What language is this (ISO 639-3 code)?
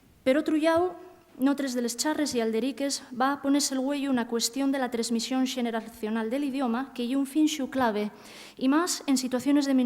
ast